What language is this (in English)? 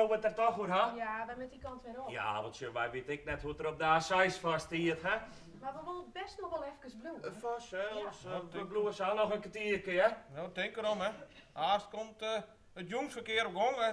Western Frisian